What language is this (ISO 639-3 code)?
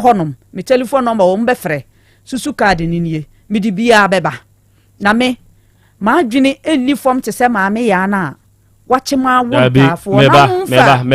aka